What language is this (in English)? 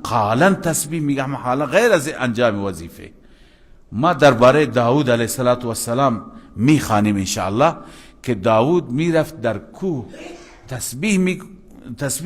Persian